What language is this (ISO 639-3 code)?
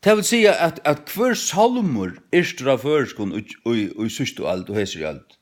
fao